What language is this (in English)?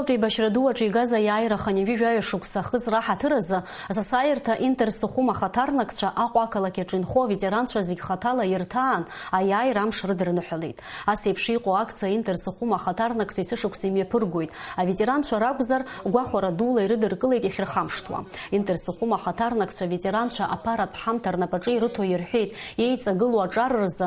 Abkhazian